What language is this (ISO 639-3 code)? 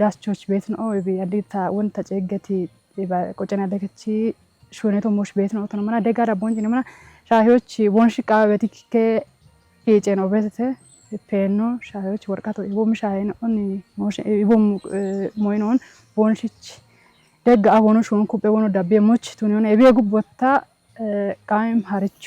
kbr